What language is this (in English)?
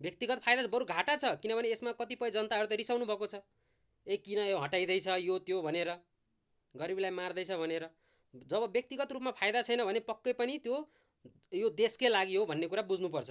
Nepali